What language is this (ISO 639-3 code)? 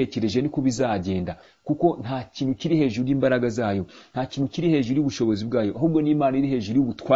kin